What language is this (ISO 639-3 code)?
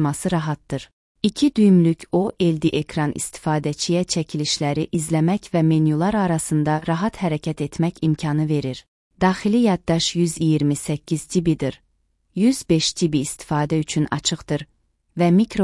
aze